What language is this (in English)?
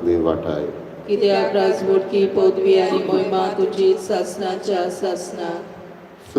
Konkani